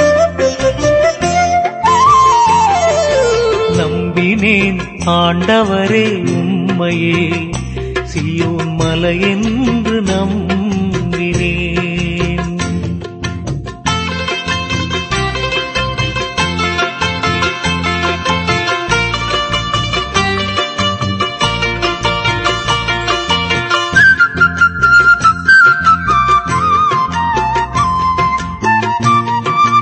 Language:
Tamil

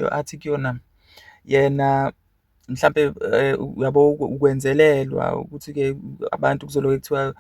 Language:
Zulu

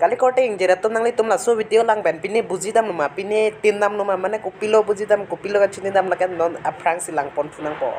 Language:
Karbi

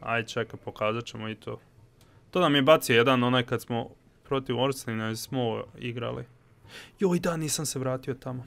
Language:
Croatian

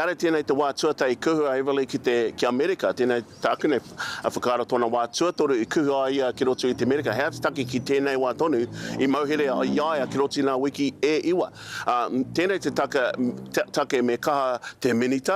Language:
Māori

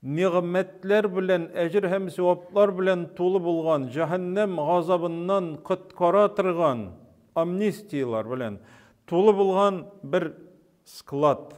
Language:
Tatar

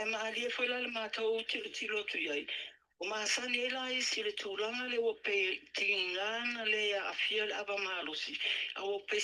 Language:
Samoan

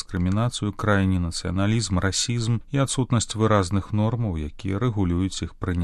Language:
Belarusian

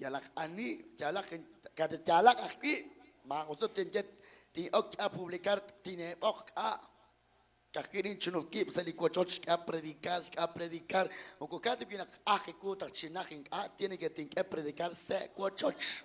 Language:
Kekchí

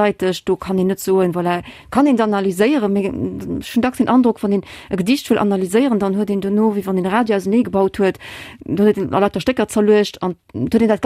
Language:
Luxembourgish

